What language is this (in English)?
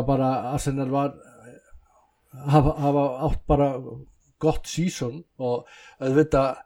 Icelandic